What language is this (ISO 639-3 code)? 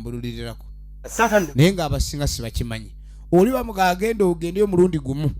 lug